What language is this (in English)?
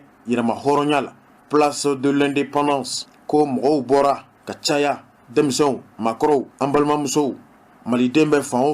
Bambara